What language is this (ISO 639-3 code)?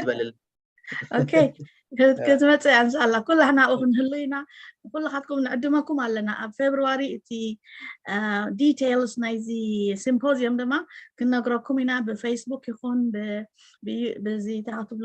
tir